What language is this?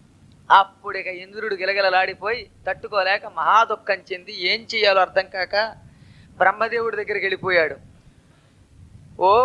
Telugu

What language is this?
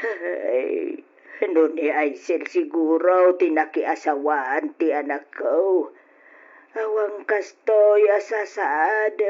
Iloko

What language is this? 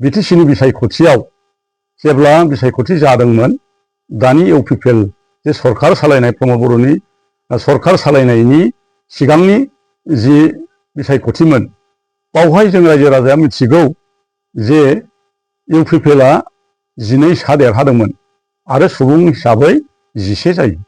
Bodo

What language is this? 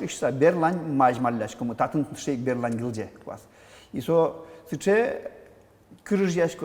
Udmurt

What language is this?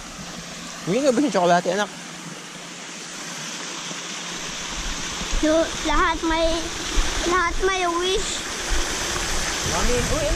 Filipino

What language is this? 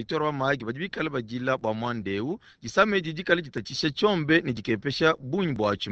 Luba-Lulua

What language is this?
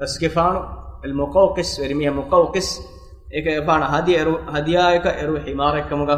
Divehi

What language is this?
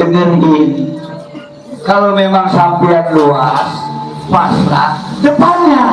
Betawi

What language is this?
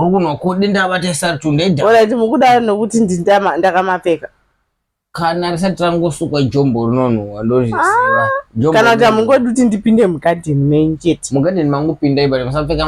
Shona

